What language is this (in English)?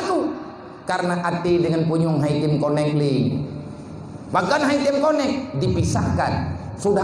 Achinese